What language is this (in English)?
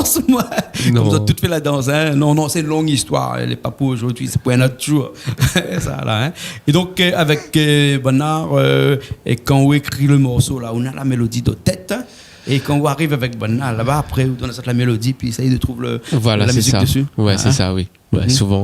Réunion Creole French